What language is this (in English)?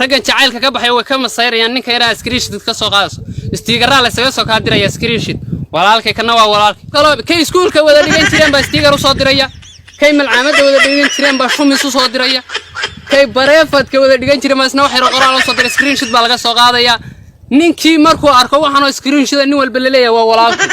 Somali